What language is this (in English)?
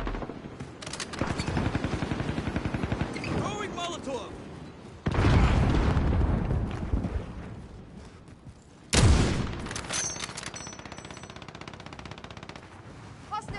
English